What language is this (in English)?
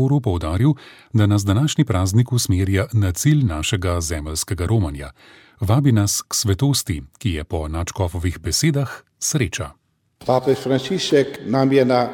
Slovenian